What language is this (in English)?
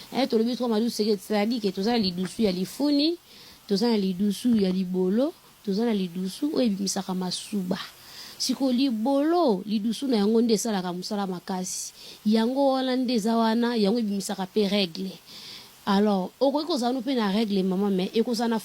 Lingala